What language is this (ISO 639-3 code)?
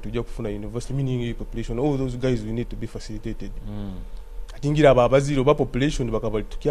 nyo